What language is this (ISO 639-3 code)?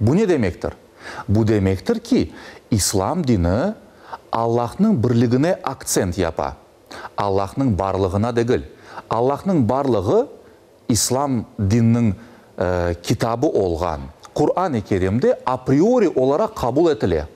crh